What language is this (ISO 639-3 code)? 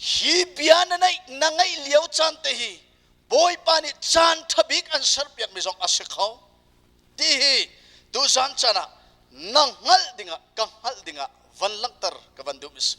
cnh